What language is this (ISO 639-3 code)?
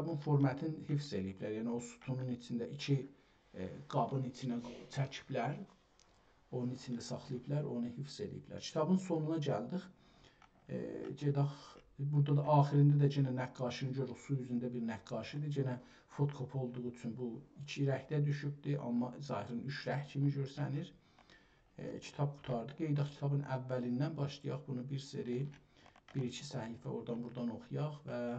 azb